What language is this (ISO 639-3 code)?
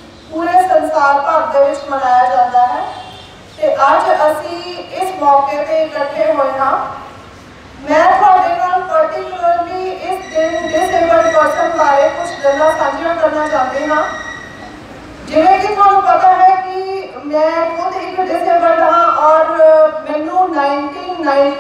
pan